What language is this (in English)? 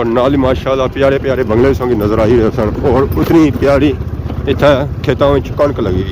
Pahari-Potwari